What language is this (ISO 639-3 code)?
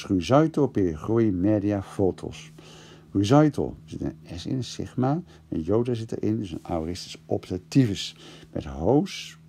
nld